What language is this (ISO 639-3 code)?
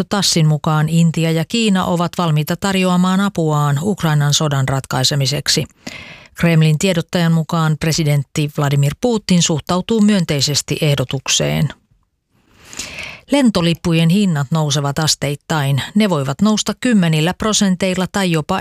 fin